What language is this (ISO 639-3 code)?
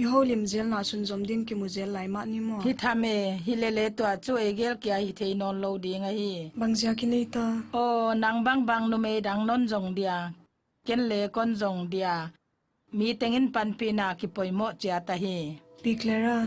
pck